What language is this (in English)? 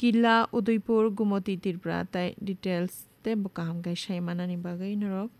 Kok Borok